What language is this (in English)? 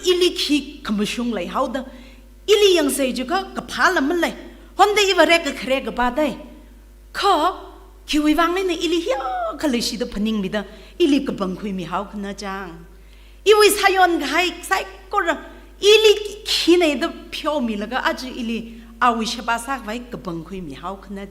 Tangkhul Naga (India)